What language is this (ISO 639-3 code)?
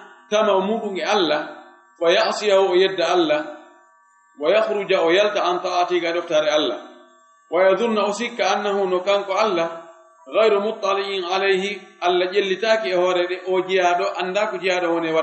ful